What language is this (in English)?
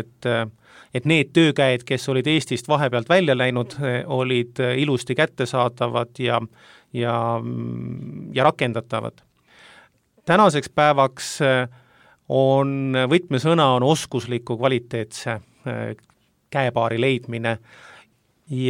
Estonian